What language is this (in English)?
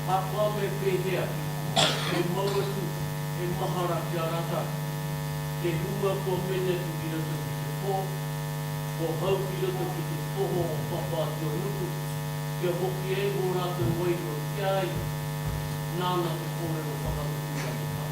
Māori